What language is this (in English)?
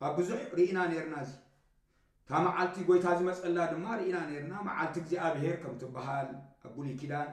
Tigrinya